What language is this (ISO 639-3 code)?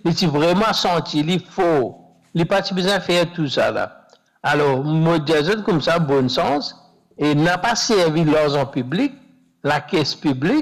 mfe